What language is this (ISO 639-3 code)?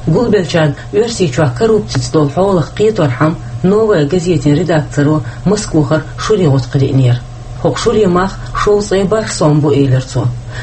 che